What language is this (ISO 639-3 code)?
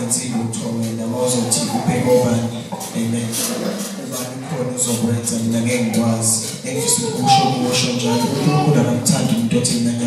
zul